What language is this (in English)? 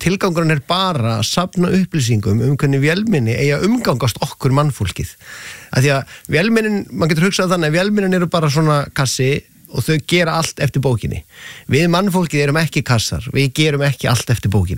Icelandic